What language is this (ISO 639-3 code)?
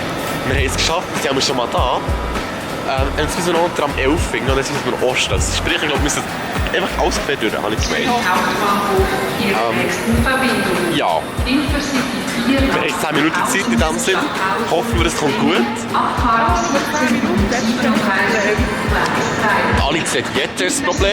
gsw